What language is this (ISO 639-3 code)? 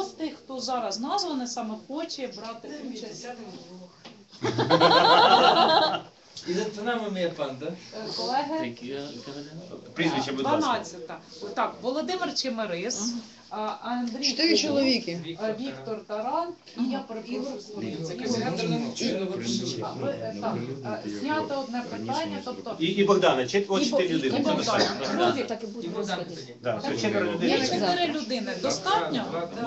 ukr